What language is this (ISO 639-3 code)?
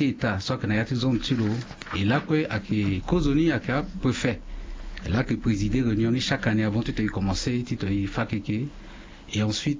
sag